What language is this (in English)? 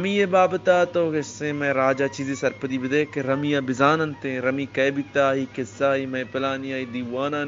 Eastern Balochi